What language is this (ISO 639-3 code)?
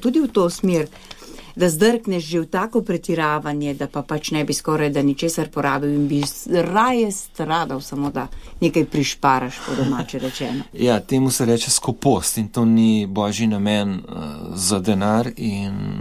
slv